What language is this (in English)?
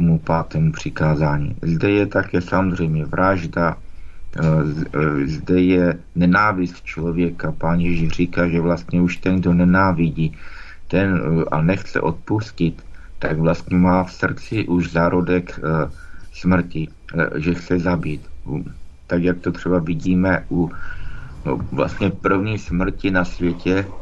Czech